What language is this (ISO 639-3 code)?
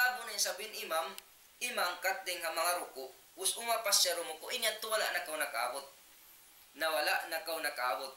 tsg